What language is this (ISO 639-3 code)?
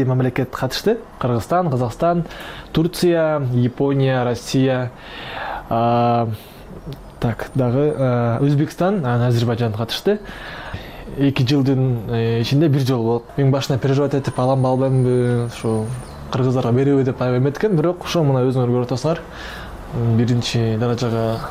kir